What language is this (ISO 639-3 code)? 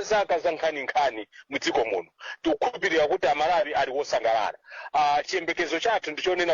nya